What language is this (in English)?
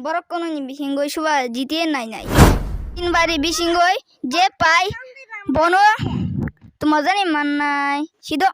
Kok Borok